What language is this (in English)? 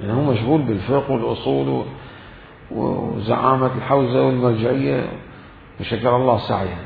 Mesopotamian Arabic